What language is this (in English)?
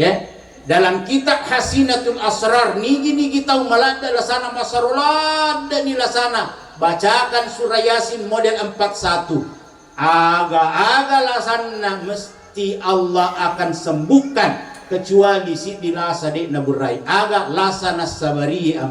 Buginese